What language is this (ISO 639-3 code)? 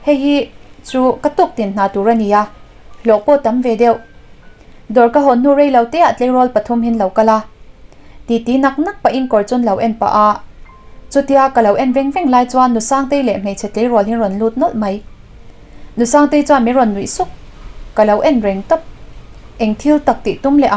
lus